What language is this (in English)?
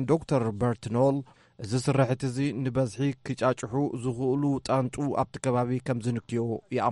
Tigrinya